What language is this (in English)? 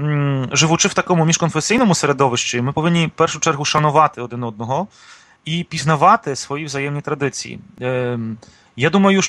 Ukrainian